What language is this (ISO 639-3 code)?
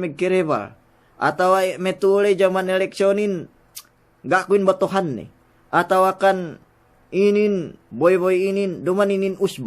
yka